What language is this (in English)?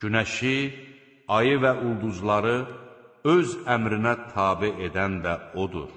Azerbaijani